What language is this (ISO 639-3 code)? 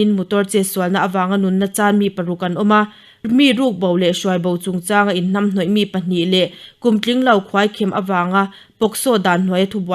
lus